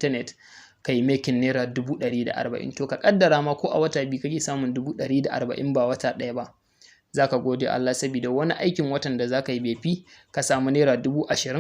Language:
Hausa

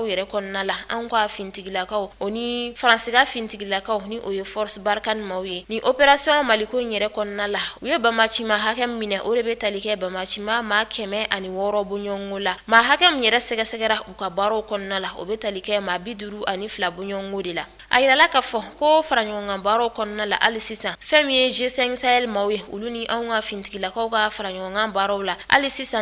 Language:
Bambara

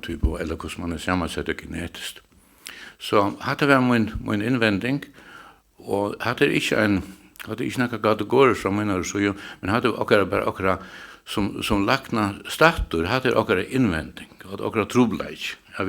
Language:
Faroese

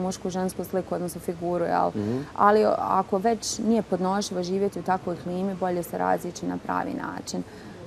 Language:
Bosnian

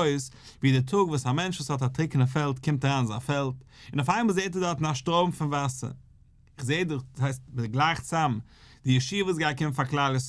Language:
Yiddish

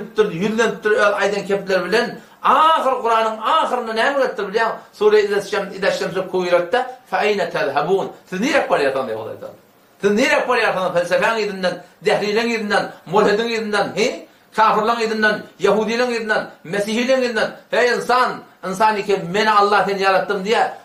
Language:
Turkmen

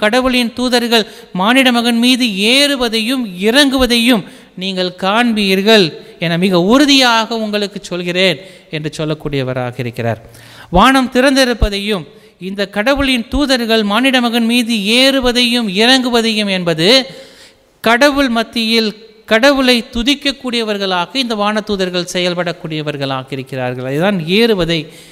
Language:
Tamil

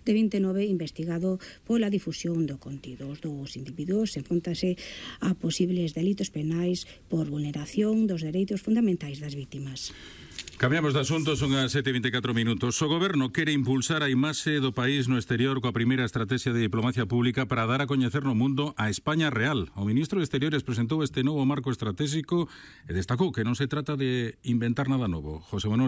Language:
Galician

